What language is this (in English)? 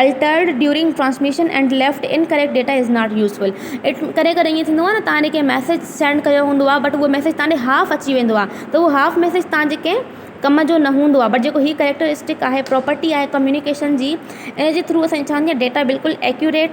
Sindhi